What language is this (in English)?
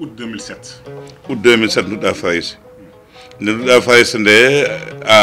Fula